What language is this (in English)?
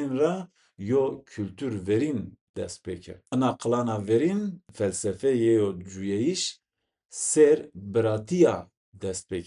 Zaza